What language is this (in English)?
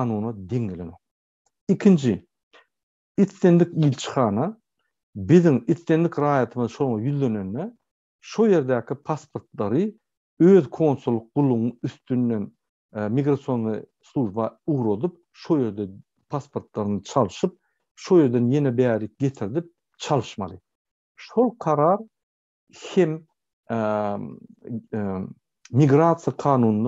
Turkmen